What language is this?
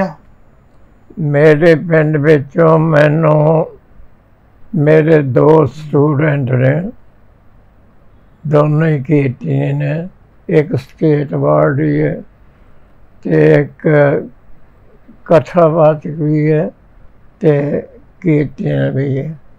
Punjabi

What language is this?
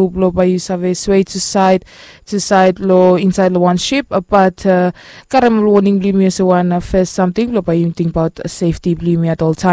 Bislama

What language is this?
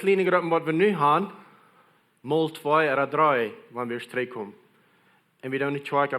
Plautdietsch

